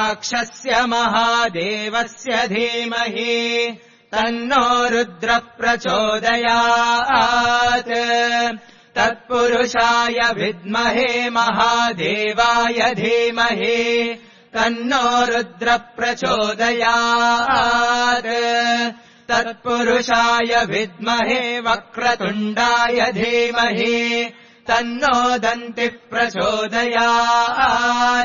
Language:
Sanskrit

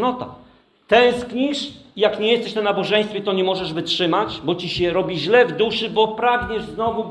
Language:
Polish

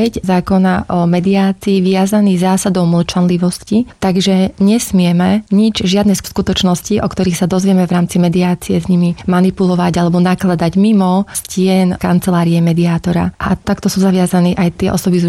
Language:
Slovak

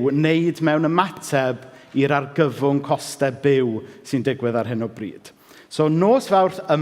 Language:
Welsh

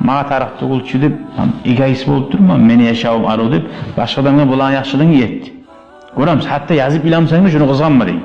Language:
Kumyk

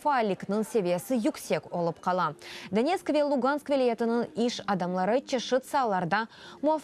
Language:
Crimean Tatar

